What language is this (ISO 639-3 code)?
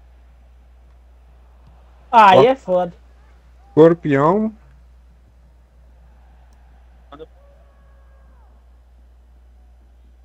por